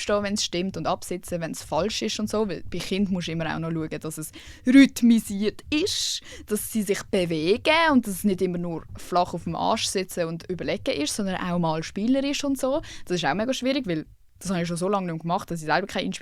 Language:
Swiss German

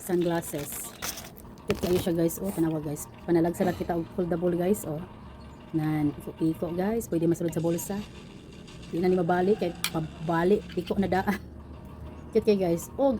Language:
Cebuano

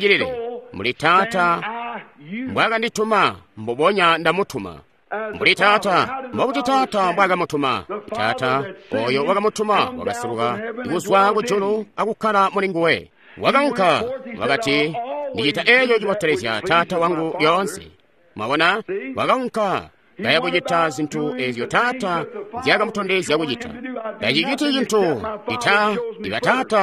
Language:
Tonga (Zambia)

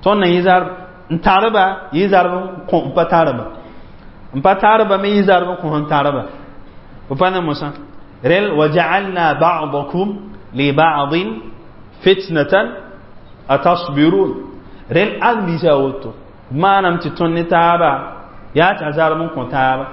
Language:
Mossi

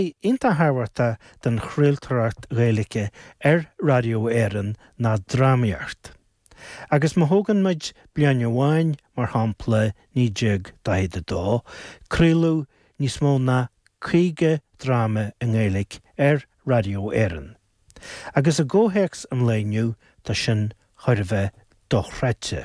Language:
Irish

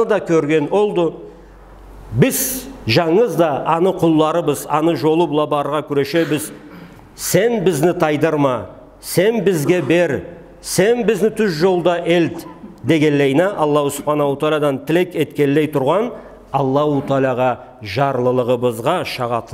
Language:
Karachay-Balkar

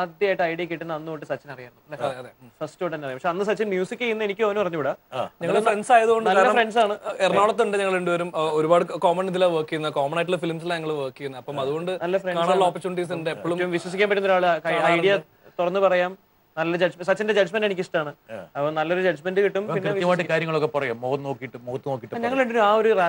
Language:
Malayalam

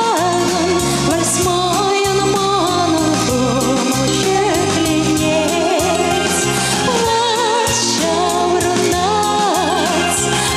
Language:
Chuvash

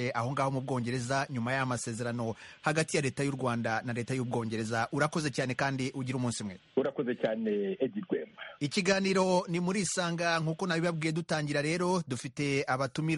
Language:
Kinyarwanda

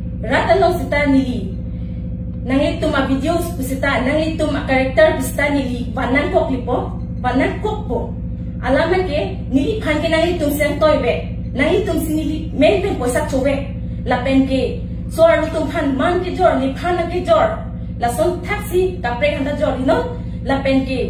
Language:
Karbi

